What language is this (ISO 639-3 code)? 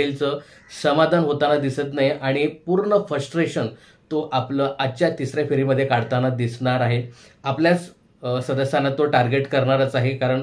mar